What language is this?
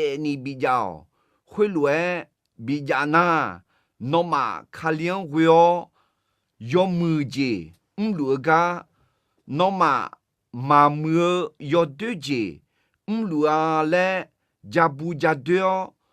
Akha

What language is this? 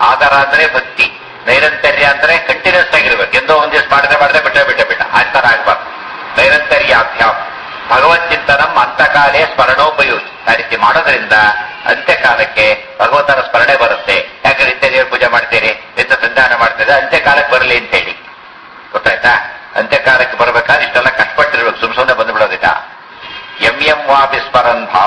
Kannada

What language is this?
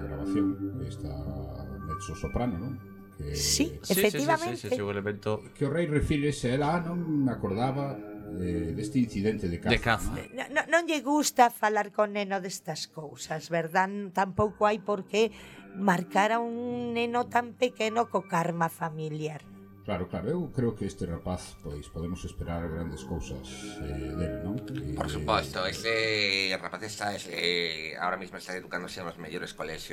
Galician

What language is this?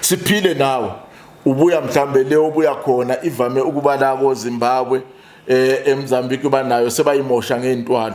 Zulu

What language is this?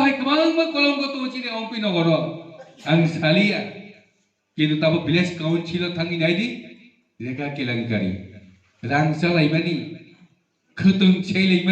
Riang (India)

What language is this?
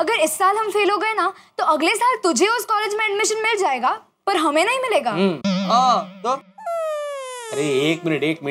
Hindi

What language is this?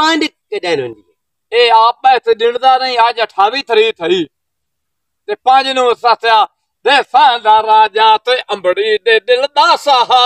Punjabi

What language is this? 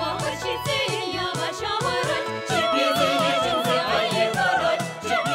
Chuvash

